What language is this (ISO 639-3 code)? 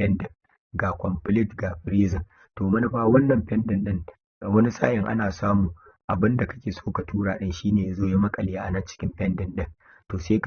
hau